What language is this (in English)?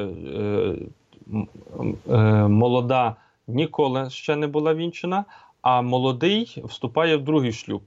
Ukrainian